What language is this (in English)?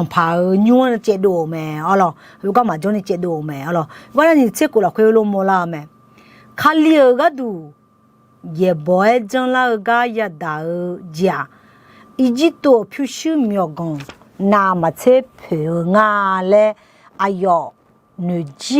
Akha